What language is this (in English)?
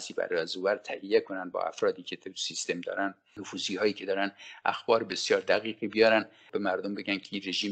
Persian